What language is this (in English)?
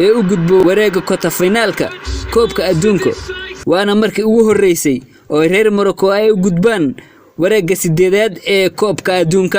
Somali